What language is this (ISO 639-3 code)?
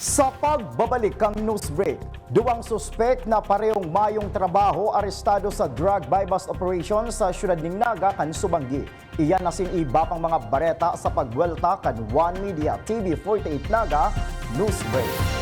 bik